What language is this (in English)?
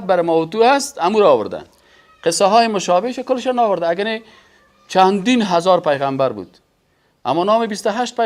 Persian